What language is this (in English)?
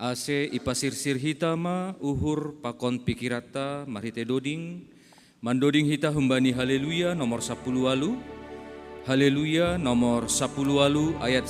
Batak Simalungun